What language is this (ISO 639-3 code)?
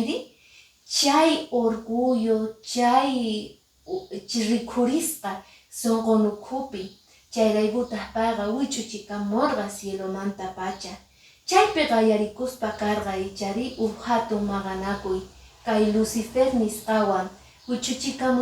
que